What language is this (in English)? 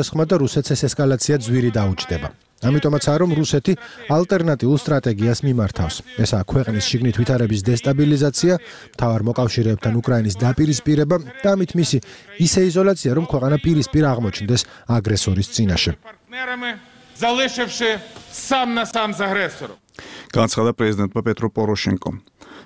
Georgian